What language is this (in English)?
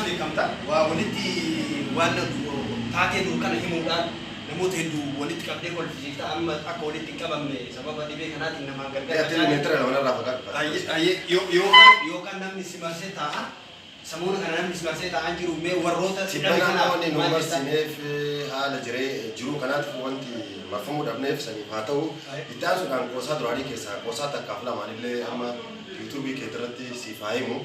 Oromo